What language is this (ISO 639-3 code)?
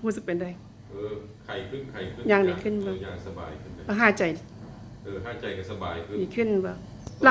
lao